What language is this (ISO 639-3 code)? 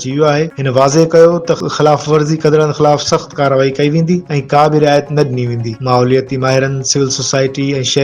snd